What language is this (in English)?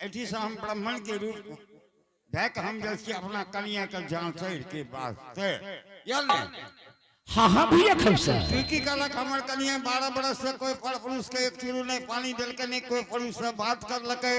Angika